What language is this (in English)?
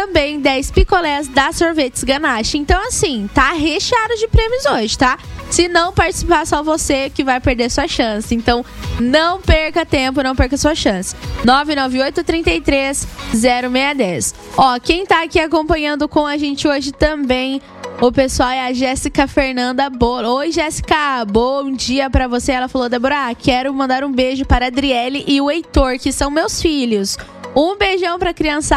Portuguese